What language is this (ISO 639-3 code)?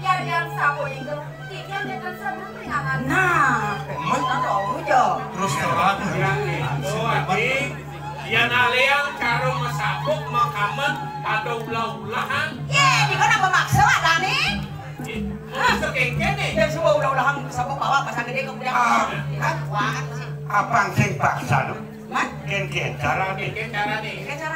ban